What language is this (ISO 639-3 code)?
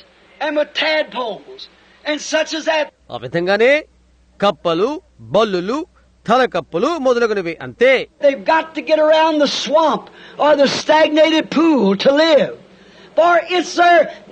tel